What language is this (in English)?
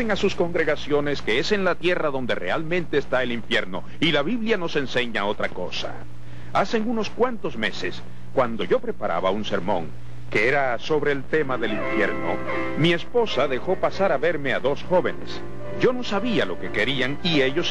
Spanish